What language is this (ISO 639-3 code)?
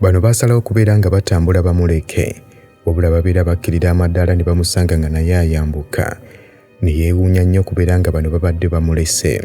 lug